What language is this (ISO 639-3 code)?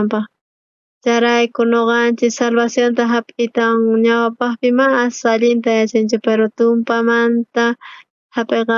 quh